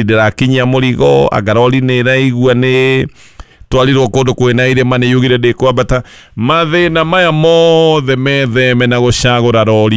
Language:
Kikuyu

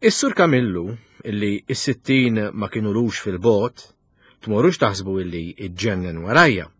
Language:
Maltese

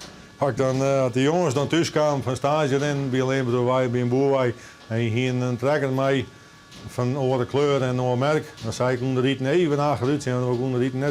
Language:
Western Frisian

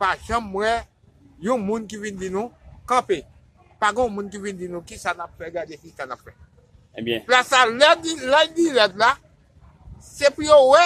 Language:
Haitian Creole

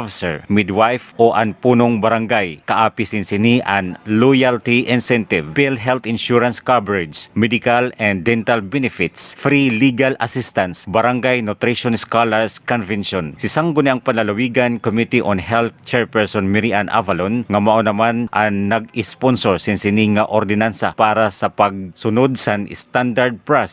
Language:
Waray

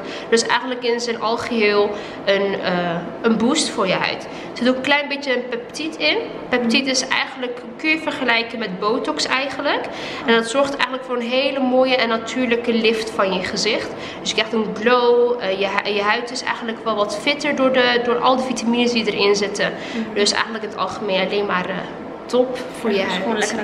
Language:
Dutch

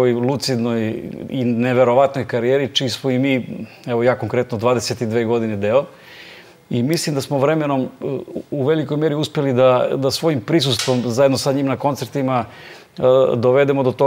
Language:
Serbian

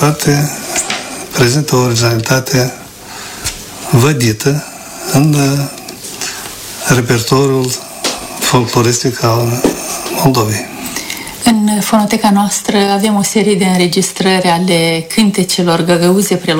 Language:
Romanian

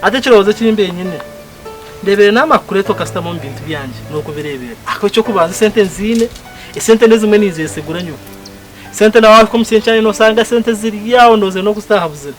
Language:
Nyankole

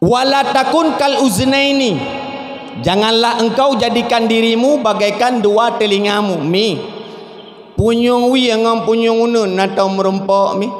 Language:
Achinese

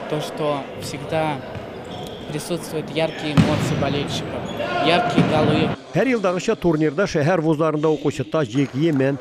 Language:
Tatar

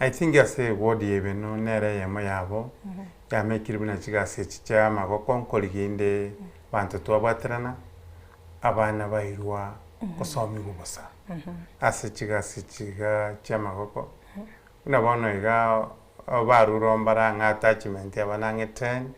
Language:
Gusii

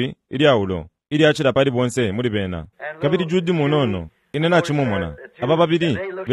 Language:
Bemba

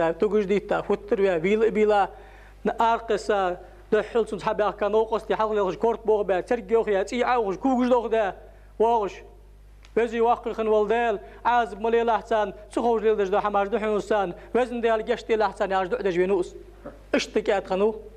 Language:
Ingush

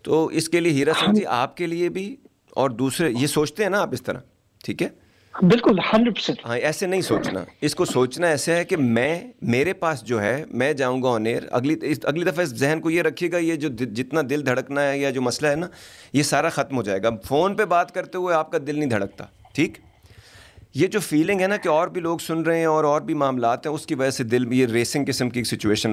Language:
Urdu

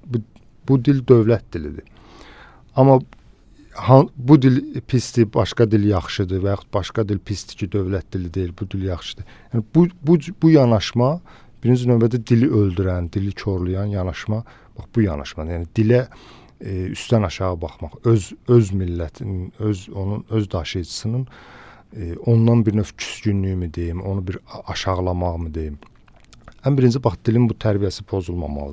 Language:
Azerbaijani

